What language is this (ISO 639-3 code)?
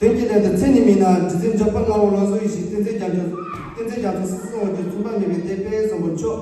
bod